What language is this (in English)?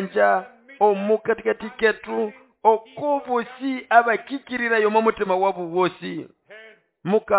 Nande